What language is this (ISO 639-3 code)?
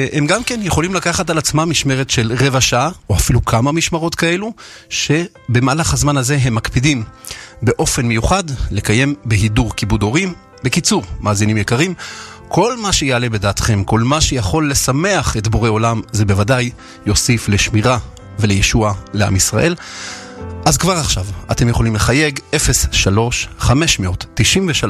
heb